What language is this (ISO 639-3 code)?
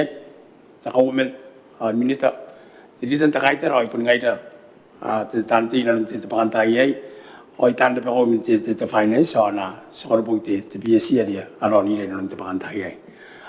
gil